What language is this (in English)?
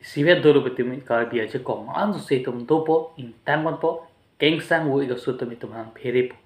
Karbi